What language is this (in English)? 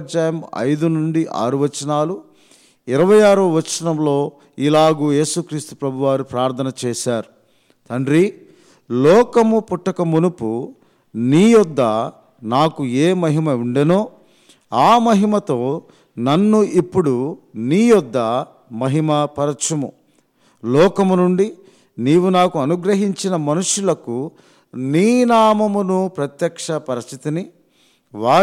Telugu